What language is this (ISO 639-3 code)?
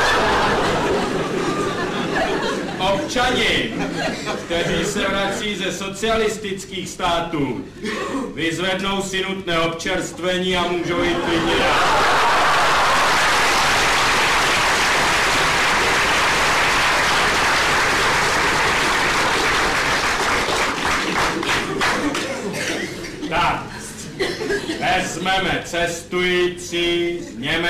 ces